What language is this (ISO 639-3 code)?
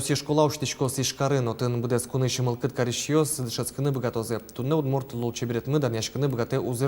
udm